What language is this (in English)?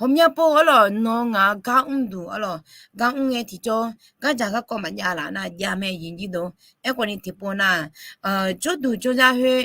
Akha